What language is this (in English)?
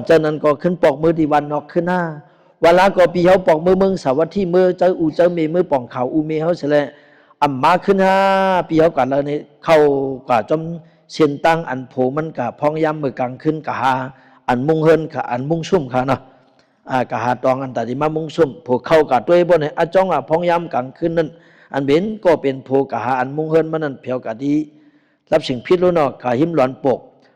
Shan